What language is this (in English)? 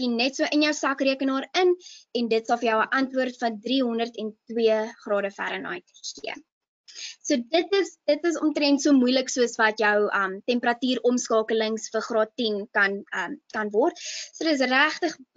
Afrikaans